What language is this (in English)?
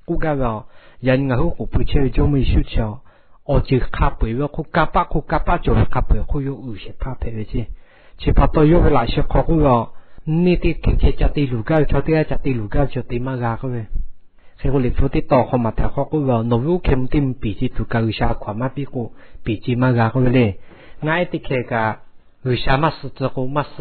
Lahu